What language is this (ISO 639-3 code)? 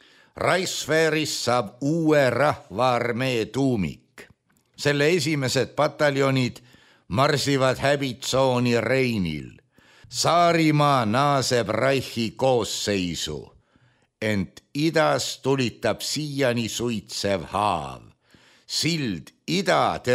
est